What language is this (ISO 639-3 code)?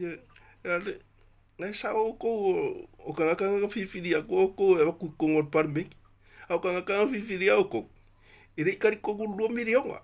smo